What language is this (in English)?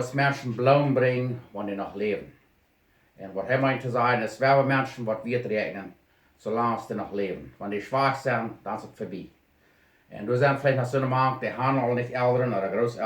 Plautdietsch